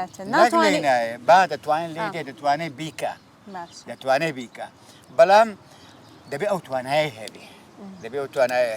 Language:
Central Kurdish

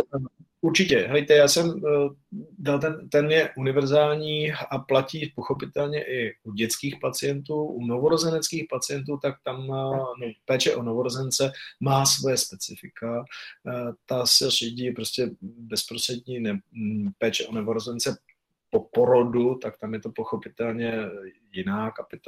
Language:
Czech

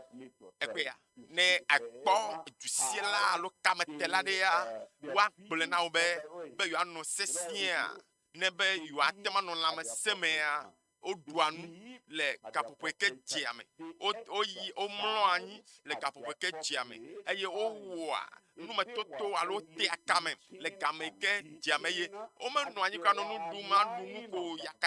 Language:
Ewe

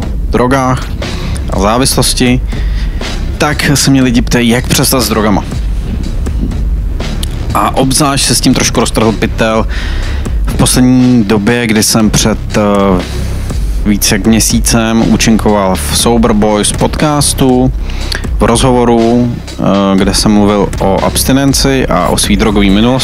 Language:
Czech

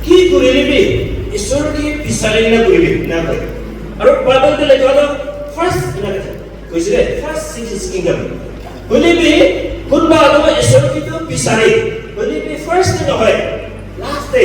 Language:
Naga Pidgin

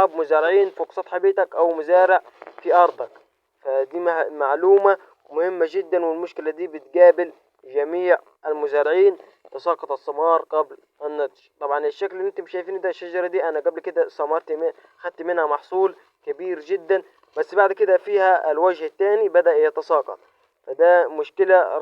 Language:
Egyptian Arabic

